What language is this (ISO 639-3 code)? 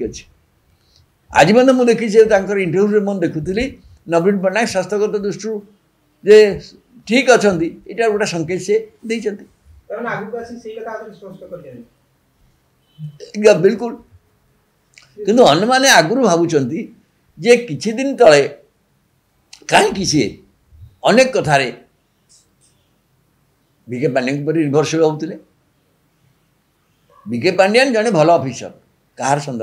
ori